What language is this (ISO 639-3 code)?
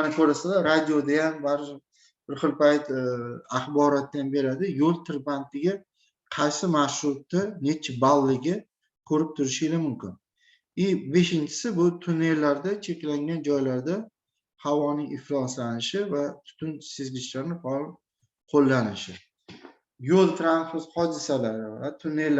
uzb